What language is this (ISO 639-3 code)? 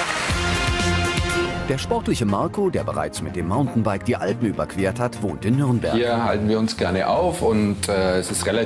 deu